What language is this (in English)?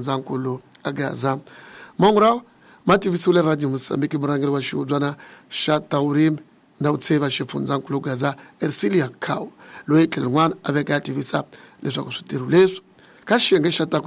Tsonga